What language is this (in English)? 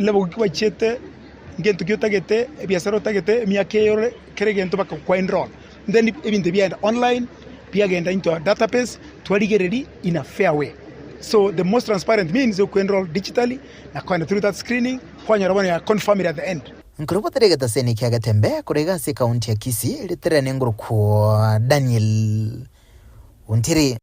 Gusii